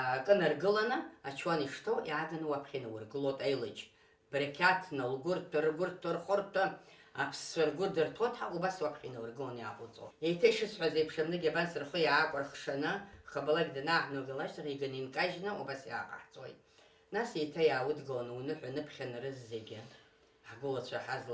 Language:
Abkhazian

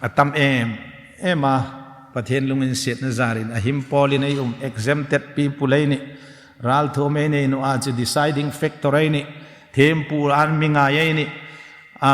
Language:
Hmar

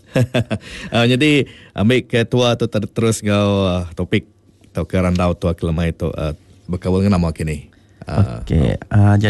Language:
Iban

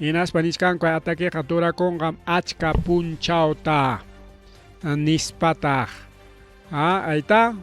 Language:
Ayacucho Quechua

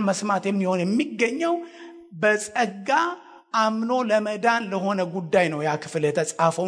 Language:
Amharic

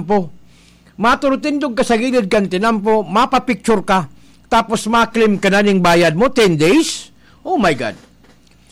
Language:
Bikol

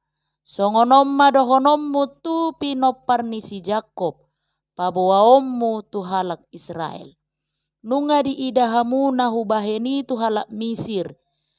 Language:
Batak Toba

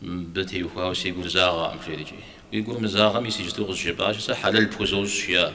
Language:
Kabardian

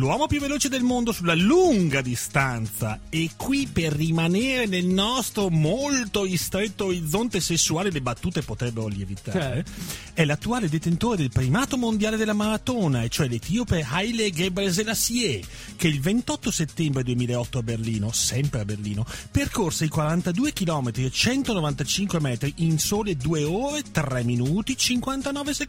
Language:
Italian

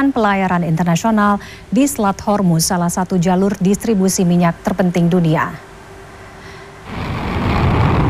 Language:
Indonesian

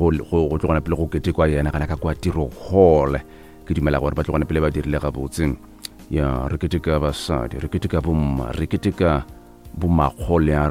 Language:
Northern Sotho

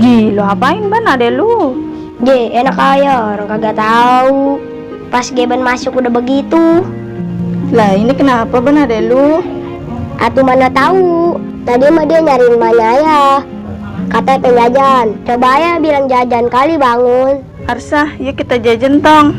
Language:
Betawi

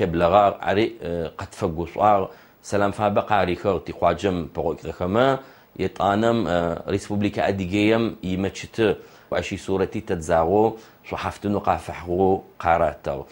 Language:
Adyghe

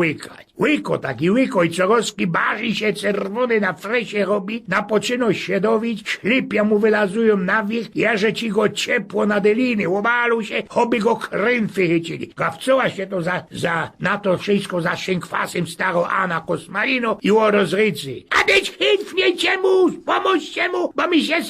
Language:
Silesian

